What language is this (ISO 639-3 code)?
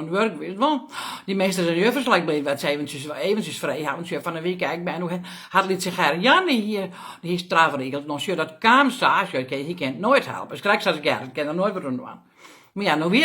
fry